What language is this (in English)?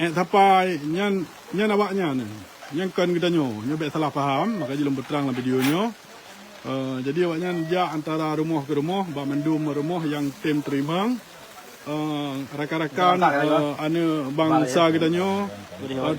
Achinese